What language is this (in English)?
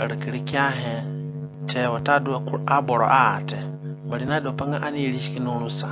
Zande (individual language)